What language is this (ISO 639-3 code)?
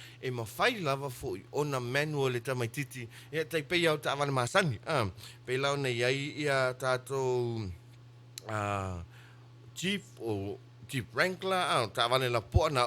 smo